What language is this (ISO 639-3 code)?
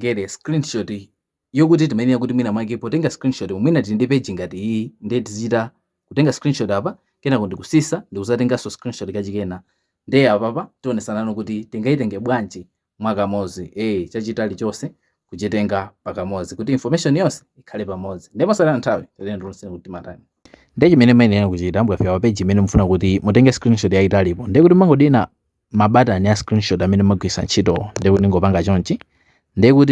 nya